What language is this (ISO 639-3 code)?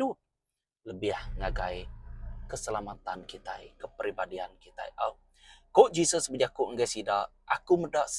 iba